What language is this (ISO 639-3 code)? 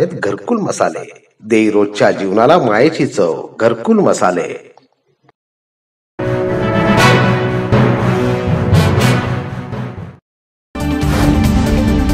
mar